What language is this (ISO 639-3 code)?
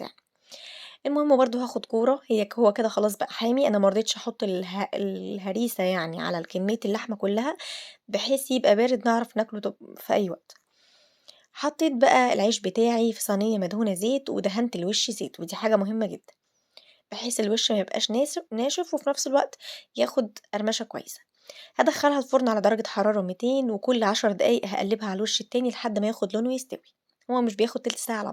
arz